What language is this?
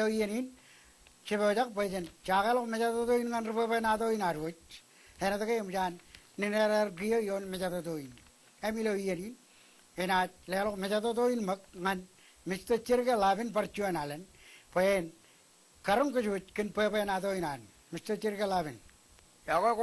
Marshallese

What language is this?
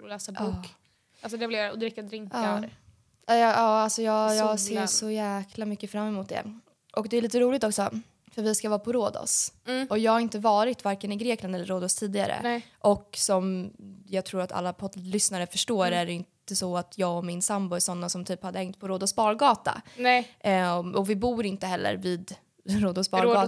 Swedish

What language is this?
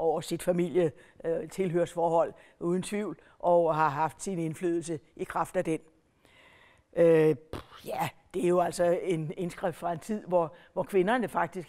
Danish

